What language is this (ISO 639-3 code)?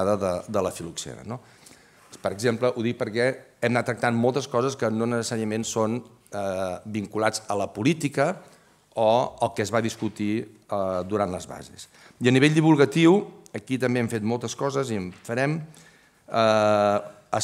cat